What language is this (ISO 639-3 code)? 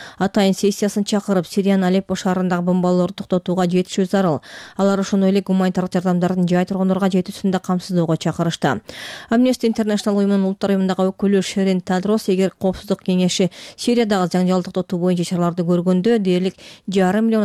kir